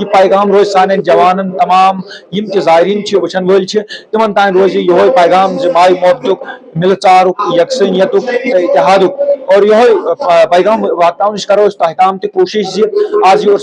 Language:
Kashmiri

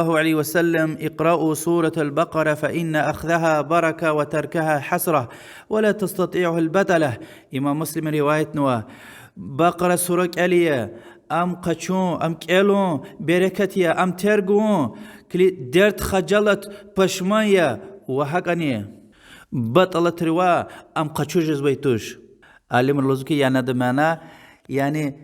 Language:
Lezghian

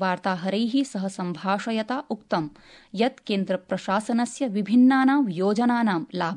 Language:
Sanskrit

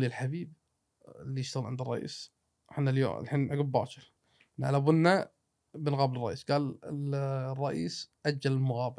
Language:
Gulf Arabic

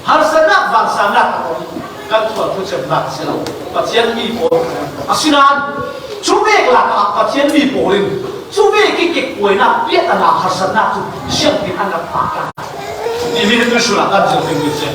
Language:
Falam Chin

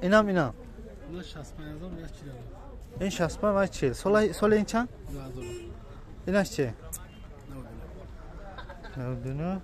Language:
Tajik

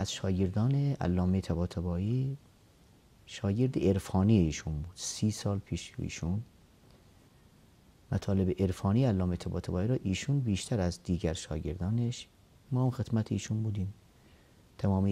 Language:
Persian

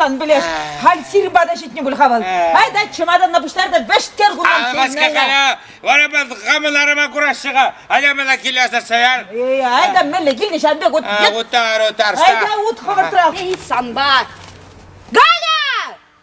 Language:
Chuvash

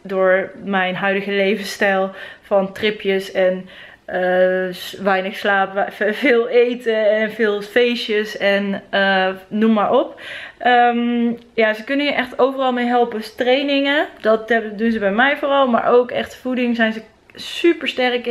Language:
Dutch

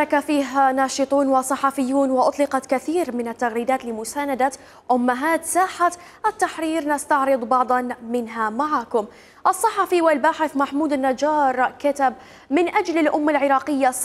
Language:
Mesopotamian Arabic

